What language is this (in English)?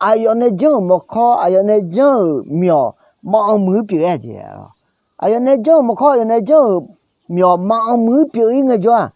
Akha